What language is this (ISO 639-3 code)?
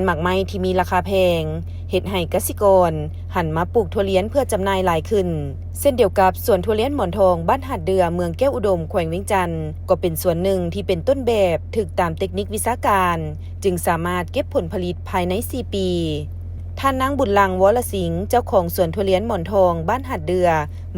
lao